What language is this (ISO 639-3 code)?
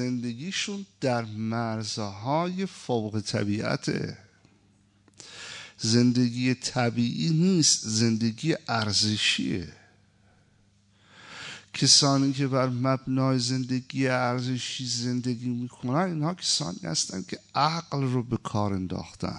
fas